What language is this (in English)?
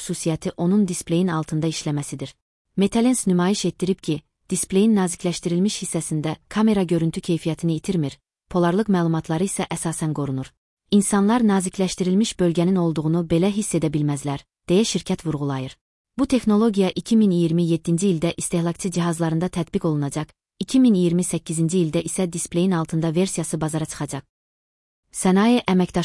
Azerbaijani